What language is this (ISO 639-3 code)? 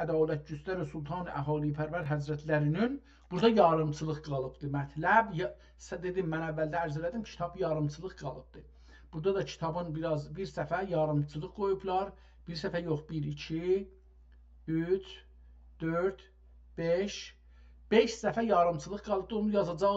azb